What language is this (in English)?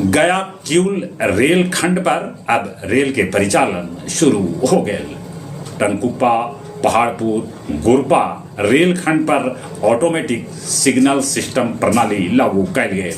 Magahi